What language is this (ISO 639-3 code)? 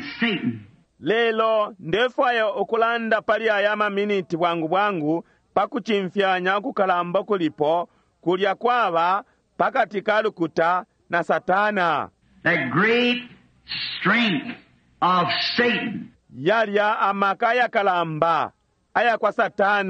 bem